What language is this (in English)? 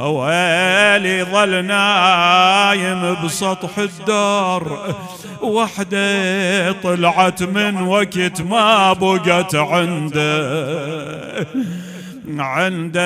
Mesopotamian Arabic